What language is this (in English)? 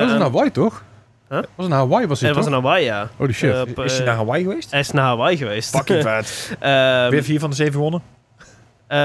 Dutch